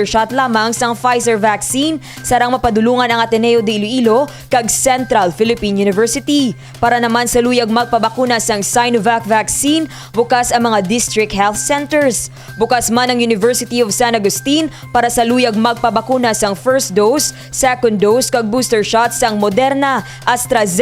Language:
Hiligaynon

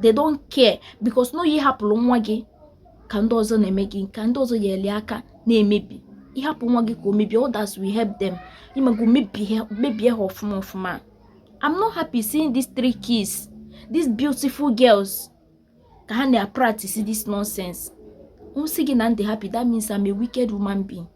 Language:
Igbo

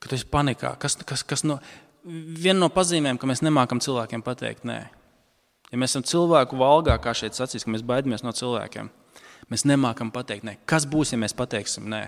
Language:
Latvian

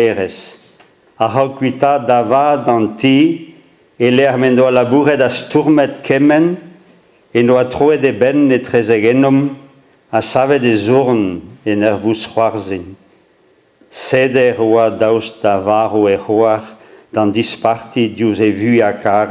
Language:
Breton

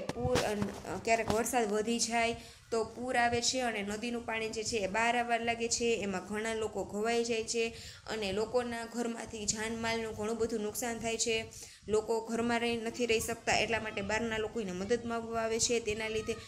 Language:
Gujarati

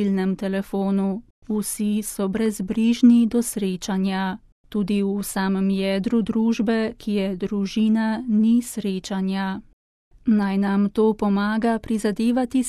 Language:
Slovenian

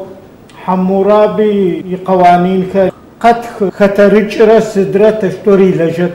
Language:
Adyghe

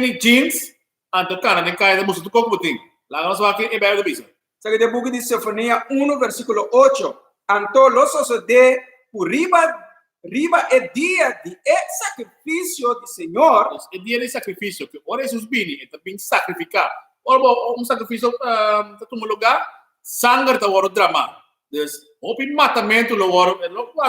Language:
Papiamento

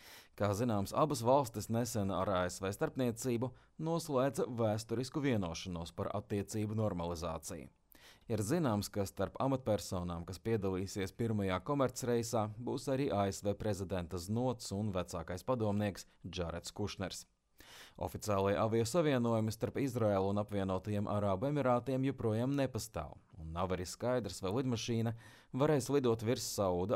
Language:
Latvian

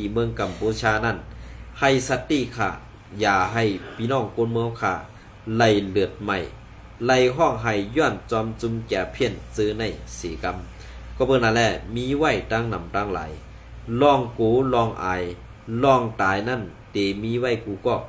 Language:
Shan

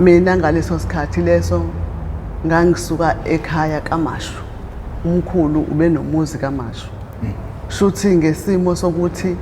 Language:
Zulu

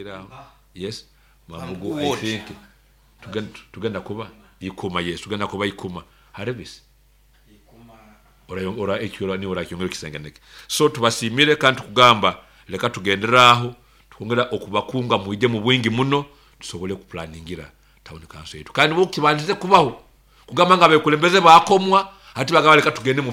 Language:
Nyoro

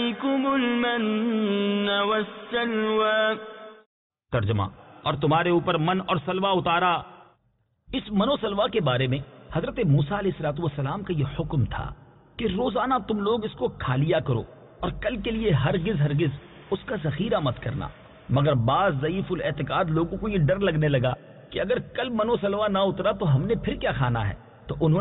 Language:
Urdu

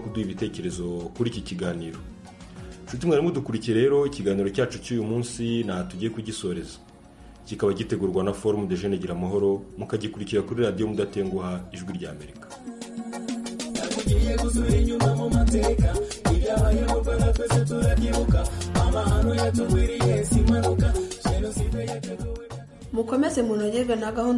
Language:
Kinyarwanda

